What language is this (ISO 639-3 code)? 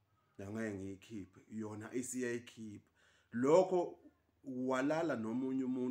zul